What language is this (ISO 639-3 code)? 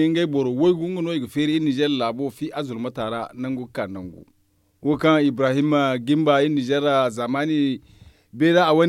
dje